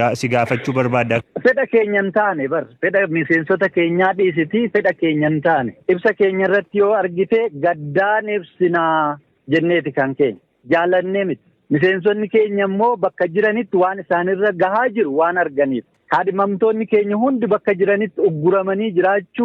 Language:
Oromo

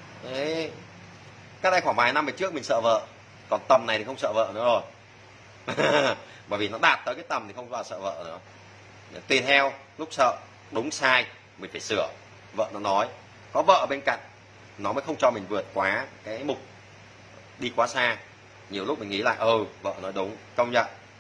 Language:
Vietnamese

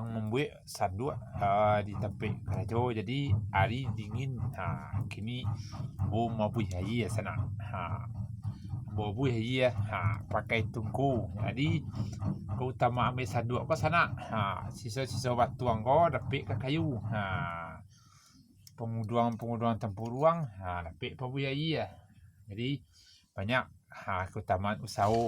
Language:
Minangkabau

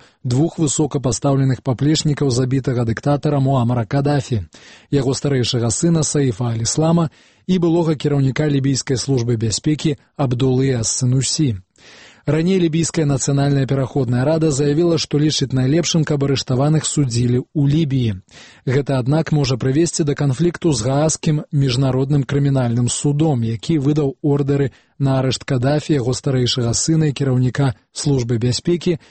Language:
Belarusian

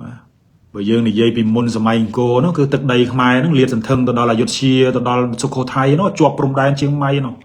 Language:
Khmer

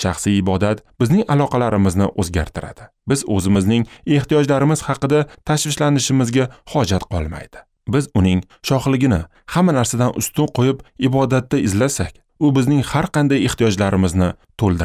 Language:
Uzbek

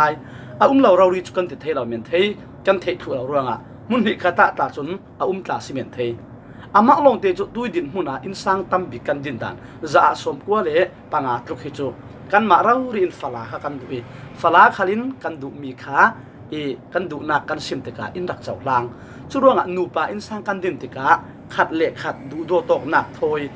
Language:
Falam Chin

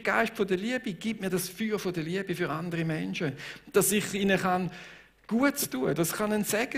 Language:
Swiss German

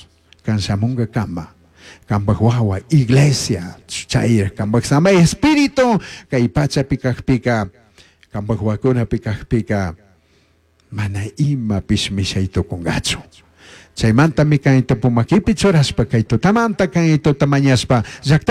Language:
Chimborazo Highland Quichua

